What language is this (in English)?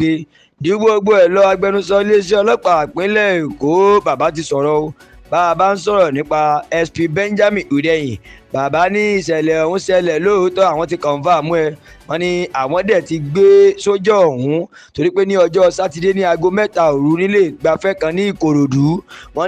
Yoruba